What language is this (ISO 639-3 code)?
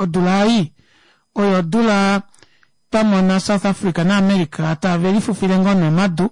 kua